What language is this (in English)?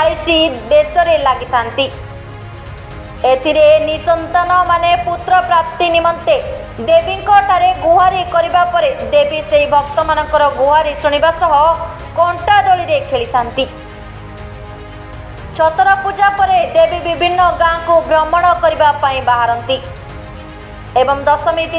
Odia